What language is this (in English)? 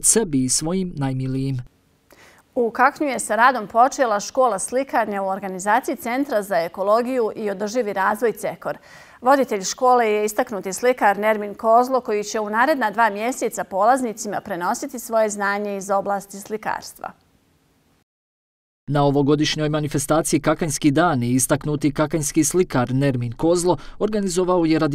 Bosnian